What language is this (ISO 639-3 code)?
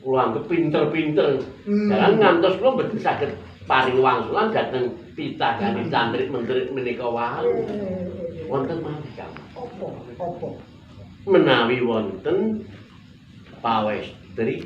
jav